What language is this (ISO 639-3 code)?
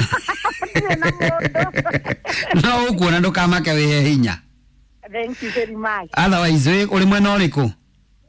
kik